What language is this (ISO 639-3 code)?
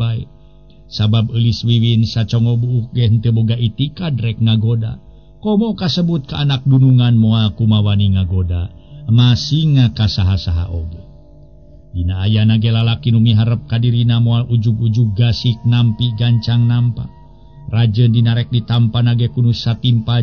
sun